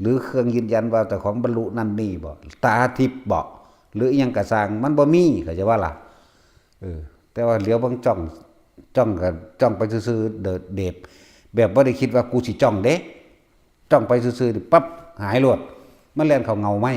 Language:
Northeastern Thai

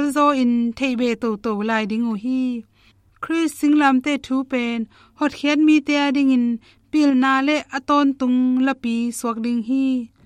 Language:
Tedim Chin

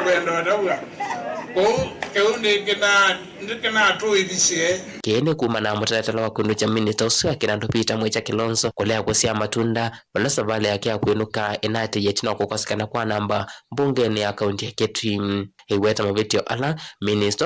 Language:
Kamba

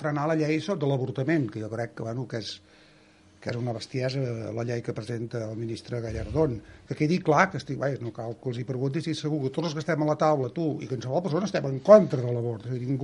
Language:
Catalan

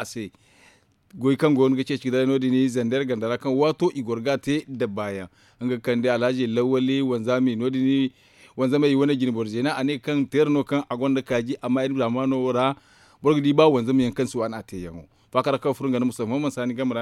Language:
Zarma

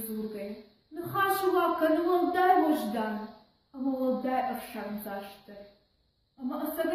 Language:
Ossetic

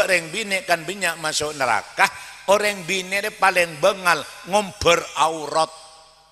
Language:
Madurese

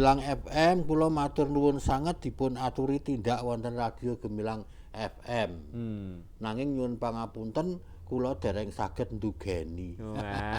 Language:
Javanese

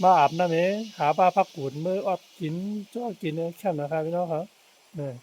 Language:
Shan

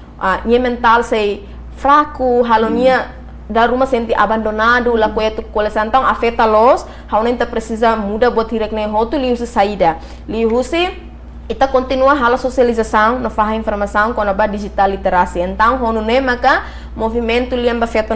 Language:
Tetum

